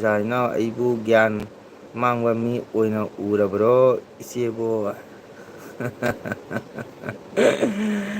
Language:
Manipuri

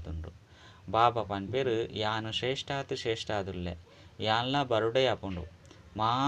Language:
Tulu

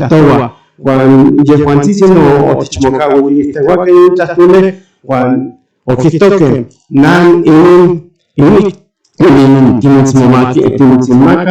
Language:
Central Nahuatl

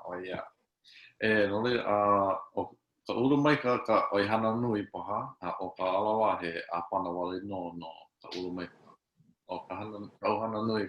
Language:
Hawaiian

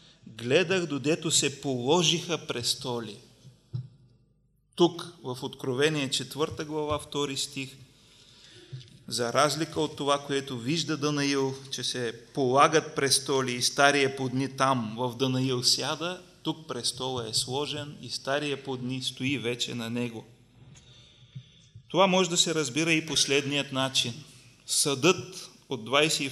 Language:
Bulgarian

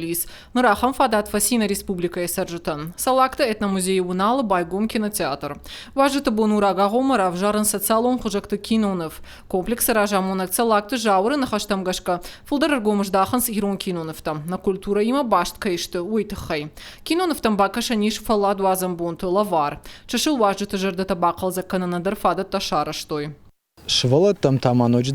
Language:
Ossetic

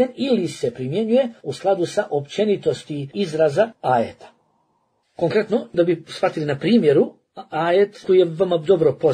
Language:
Bosnian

